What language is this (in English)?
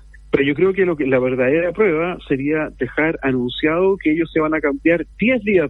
Spanish